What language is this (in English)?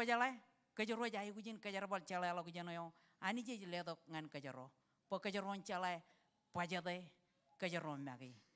Marshallese